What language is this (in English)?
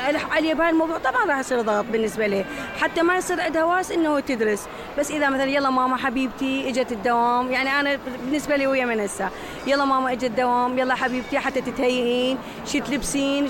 Mesopotamian Arabic